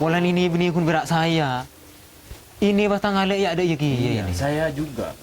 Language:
Madurese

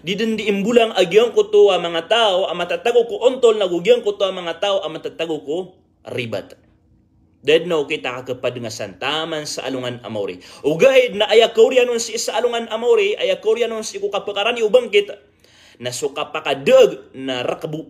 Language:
Maranao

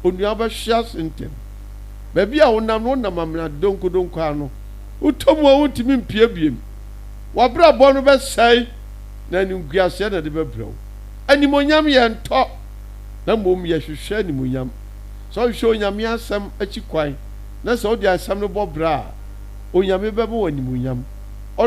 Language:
Akan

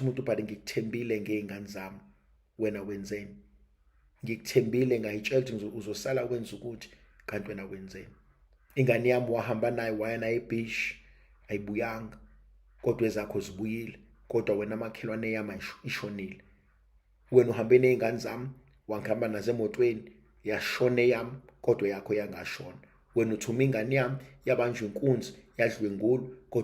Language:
Zulu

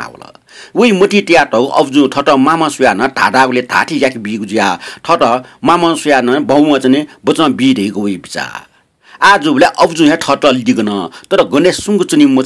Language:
Newari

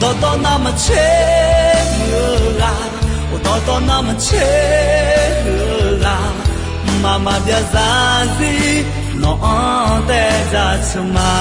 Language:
Akha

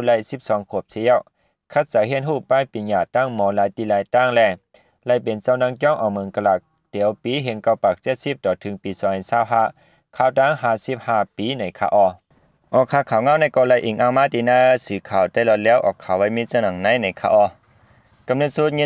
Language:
Shan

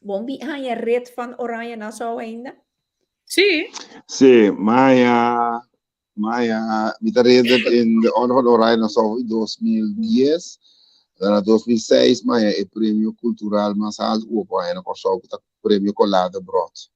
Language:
Papiamento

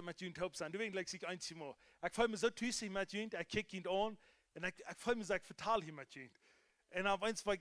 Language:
Plautdietsch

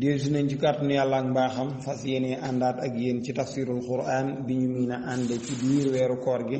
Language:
Wolof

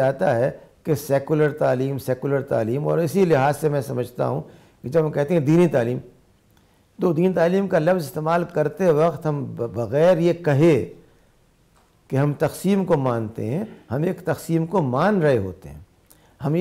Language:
Urdu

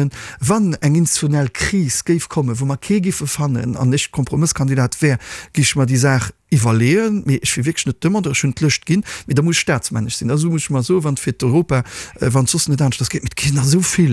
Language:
Luxembourgish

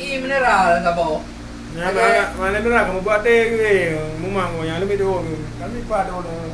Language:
Achinese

